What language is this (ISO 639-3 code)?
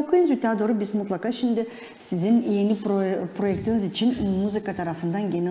gag